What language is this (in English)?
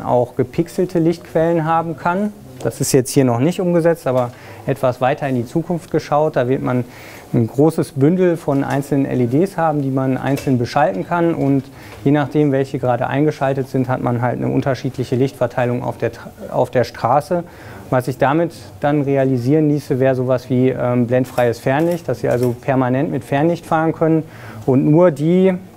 German